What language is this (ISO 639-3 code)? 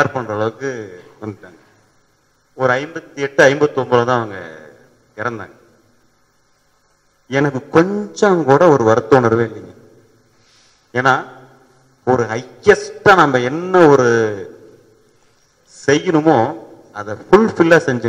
tam